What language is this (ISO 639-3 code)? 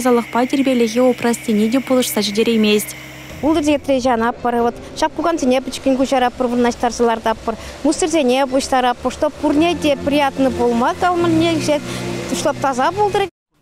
chv